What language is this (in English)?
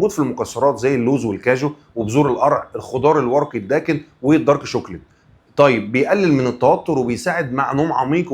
Egyptian Arabic